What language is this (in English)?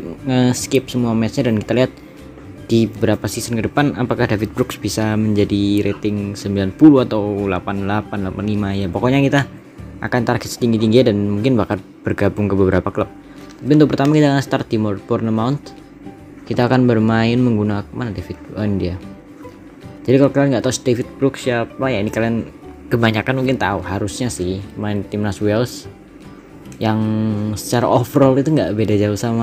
Indonesian